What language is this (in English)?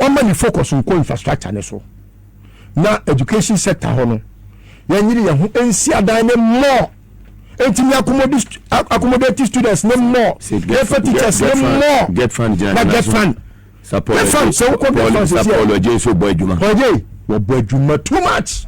Akan